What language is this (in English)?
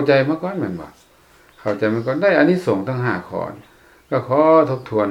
Lao